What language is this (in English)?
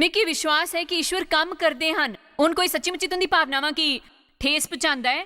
Dogri